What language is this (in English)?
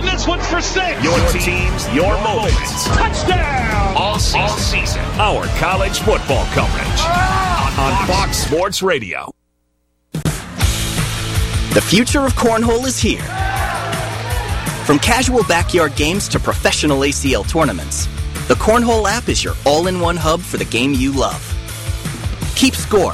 English